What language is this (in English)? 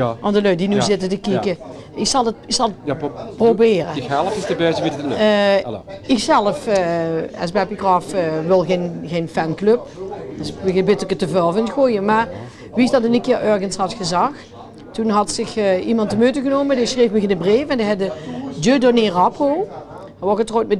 Limburgish